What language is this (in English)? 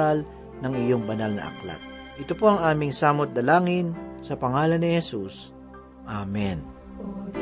Filipino